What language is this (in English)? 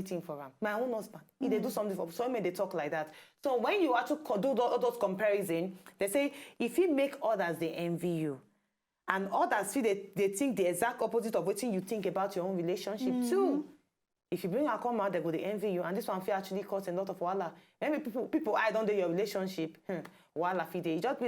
Nigerian Pidgin